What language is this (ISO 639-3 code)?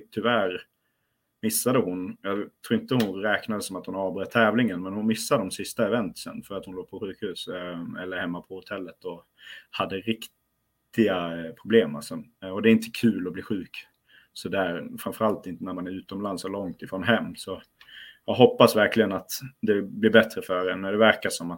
swe